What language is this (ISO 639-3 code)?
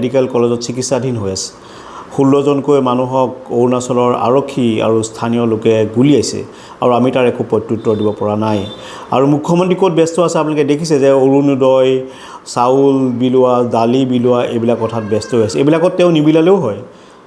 asm